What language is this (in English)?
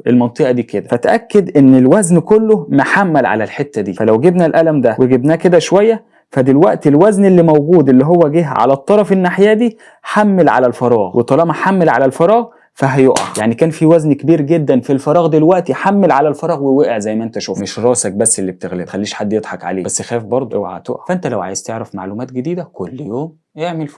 Egyptian Arabic